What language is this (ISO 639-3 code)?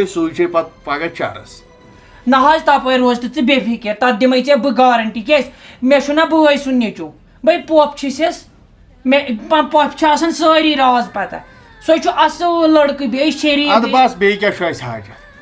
kas